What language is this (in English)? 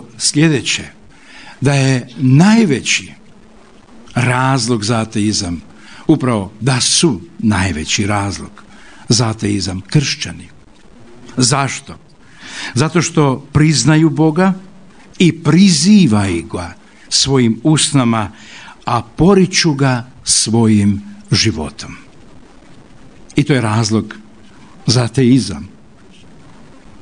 Croatian